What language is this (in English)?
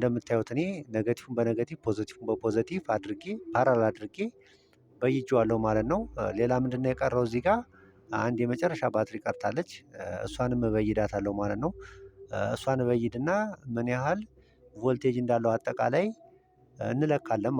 Amharic